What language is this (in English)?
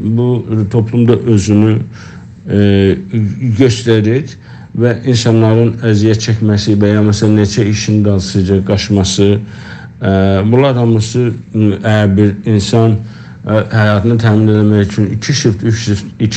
South Azerbaijani